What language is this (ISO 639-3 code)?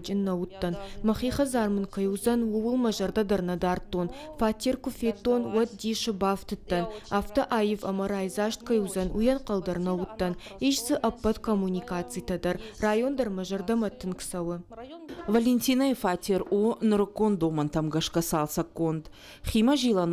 oss